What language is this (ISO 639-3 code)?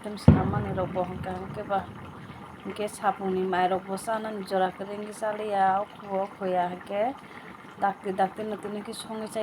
trp